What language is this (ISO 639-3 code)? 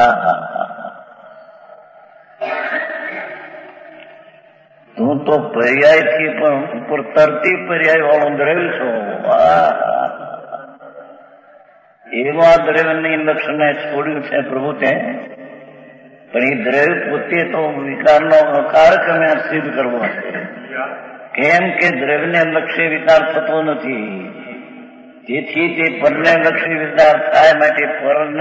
guj